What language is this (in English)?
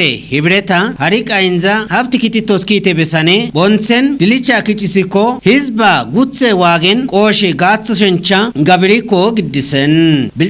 Kafa